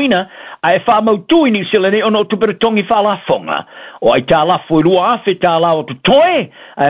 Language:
Samoan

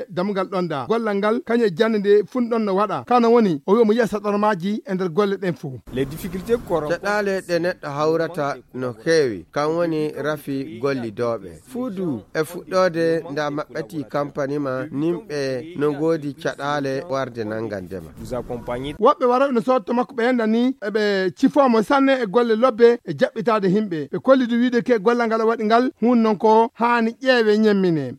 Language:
Fula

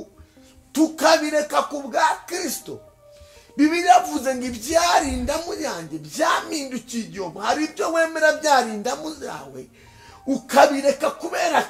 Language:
Kinyarwanda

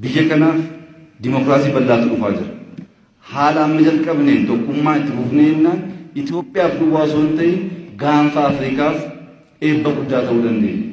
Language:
Oromo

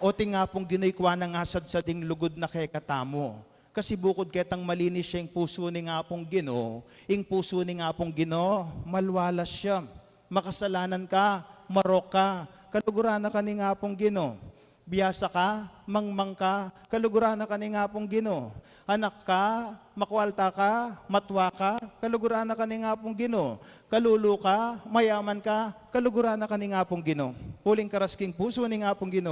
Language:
Pampanga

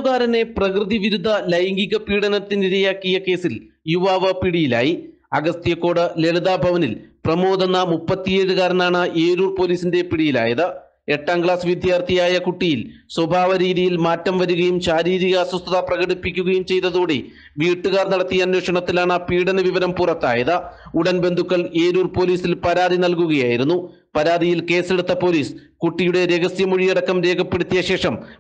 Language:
Malayalam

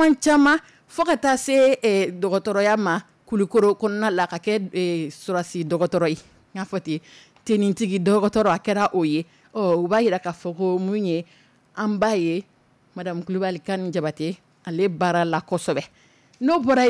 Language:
Dyula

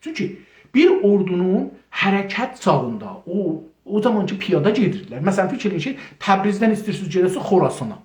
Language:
South Azerbaijani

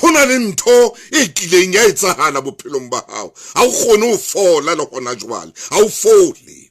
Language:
Southern Sotho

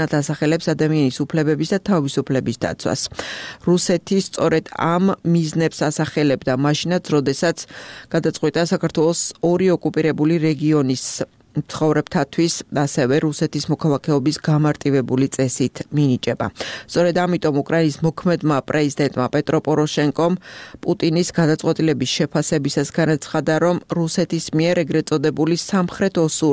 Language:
Georgian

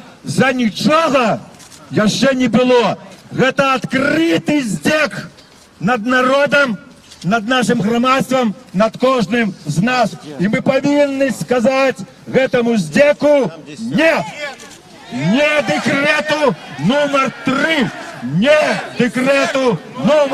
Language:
Belarusian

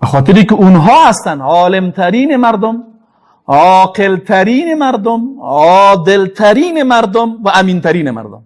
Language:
Persian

